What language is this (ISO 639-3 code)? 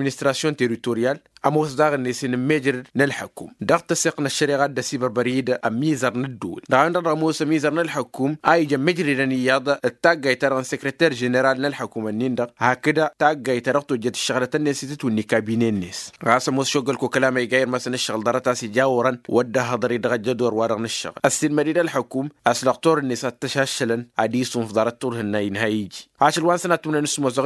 taq